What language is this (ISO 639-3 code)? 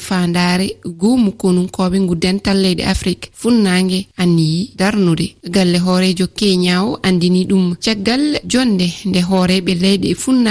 ful